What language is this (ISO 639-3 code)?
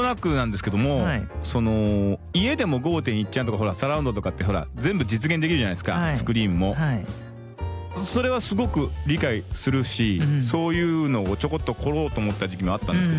jpn